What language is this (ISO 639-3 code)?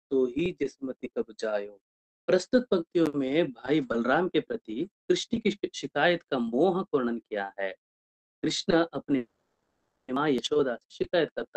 kan